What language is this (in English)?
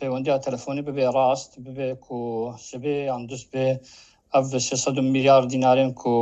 Kurdish